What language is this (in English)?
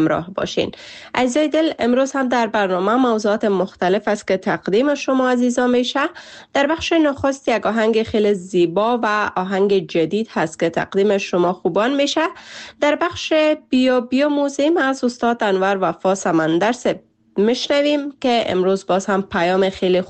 Persian